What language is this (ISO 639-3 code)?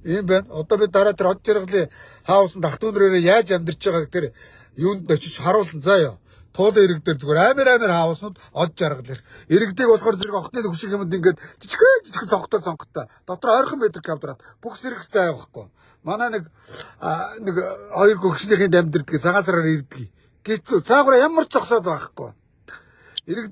mon